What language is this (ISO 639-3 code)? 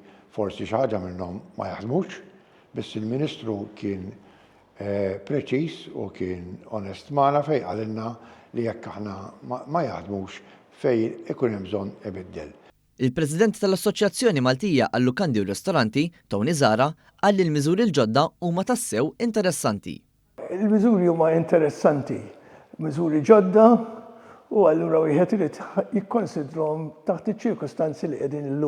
mlt